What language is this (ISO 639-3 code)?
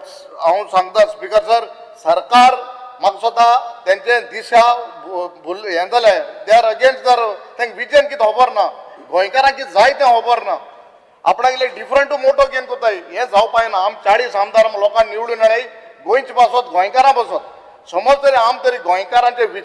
kok